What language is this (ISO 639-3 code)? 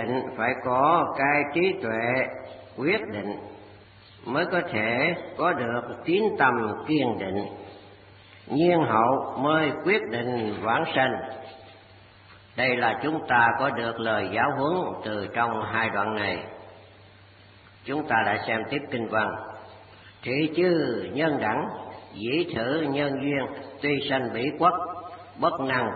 vie